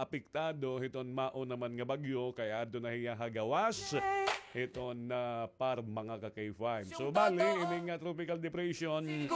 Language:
Waray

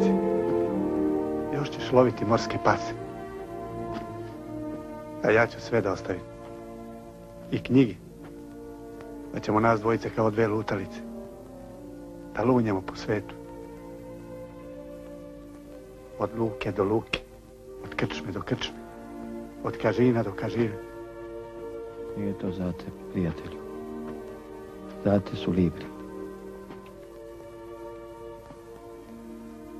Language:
Croatian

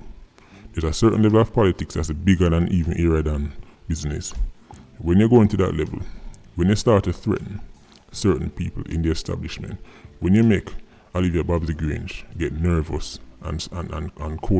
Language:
Jamaican Creole English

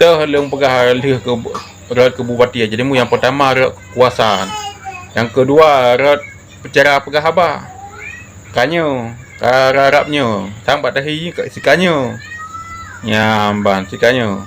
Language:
Achinese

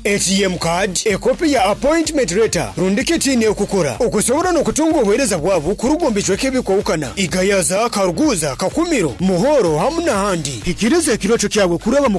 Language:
Nyankole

